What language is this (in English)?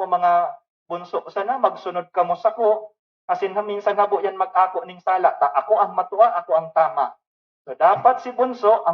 Bikol